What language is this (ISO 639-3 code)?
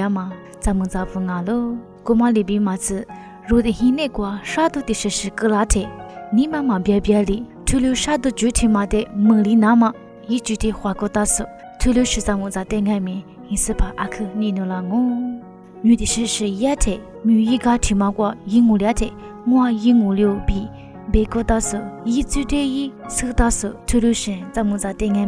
lis